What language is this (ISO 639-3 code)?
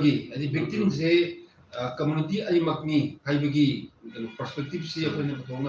mni